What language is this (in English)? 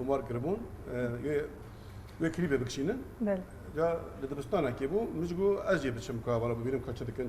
Kurdish